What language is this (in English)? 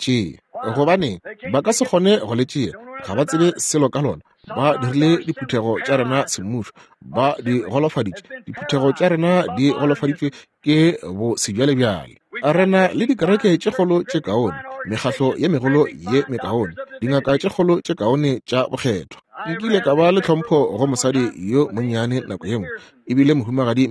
Northern Sotho